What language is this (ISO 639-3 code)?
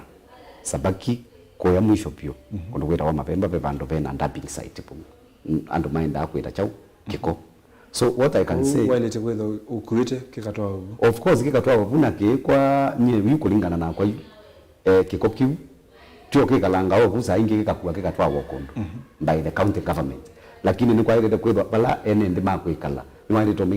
kam